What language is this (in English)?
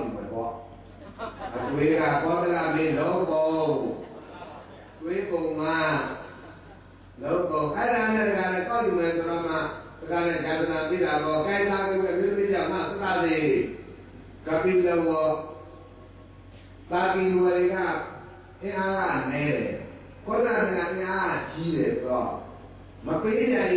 Burmese